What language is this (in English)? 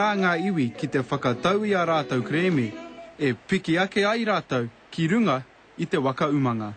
Māori